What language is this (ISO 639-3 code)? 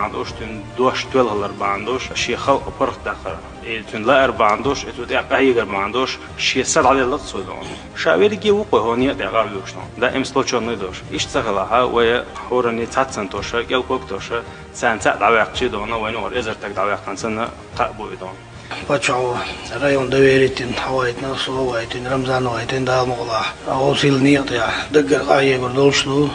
che